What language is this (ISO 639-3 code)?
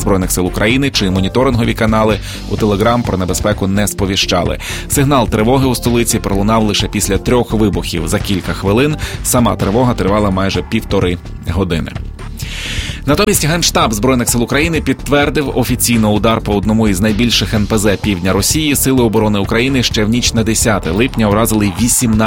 ukr